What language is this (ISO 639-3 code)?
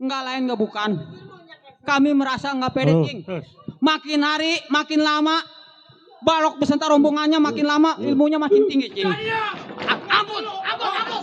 bew